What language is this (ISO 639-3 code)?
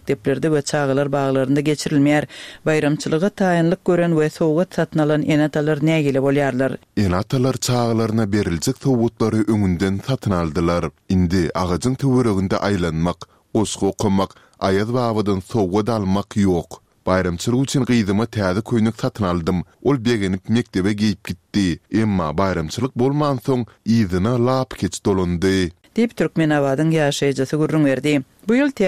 tuk